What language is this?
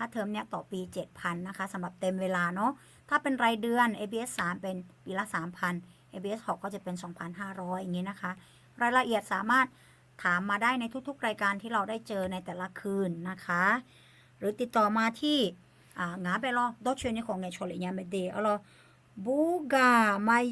Akha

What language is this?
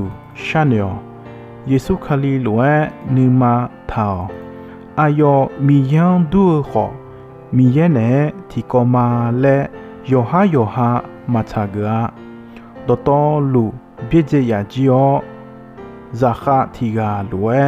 Akha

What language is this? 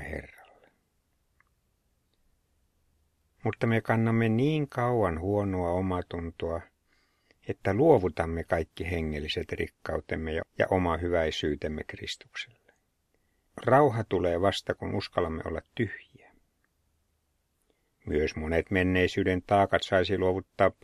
Finnish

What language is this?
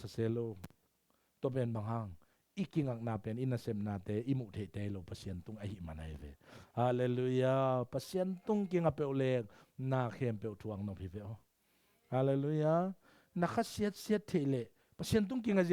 Tedim Chin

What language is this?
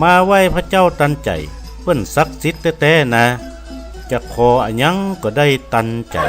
Northern Thai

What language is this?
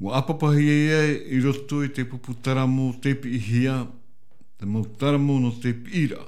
Tahitian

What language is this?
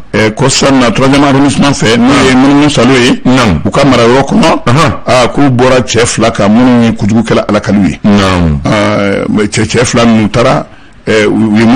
Bambara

